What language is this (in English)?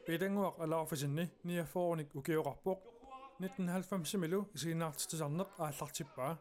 Kalaallisut